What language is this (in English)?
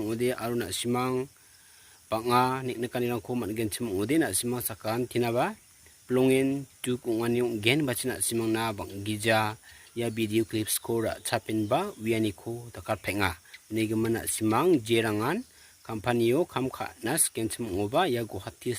Garo